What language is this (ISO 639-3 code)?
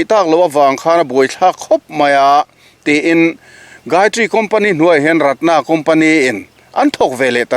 lus